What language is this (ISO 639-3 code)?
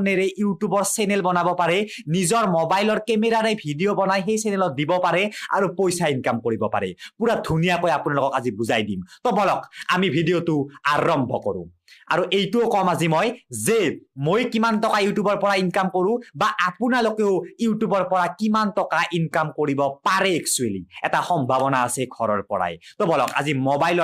asm